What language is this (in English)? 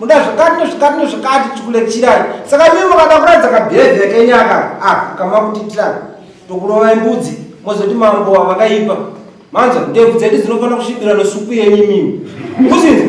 Shona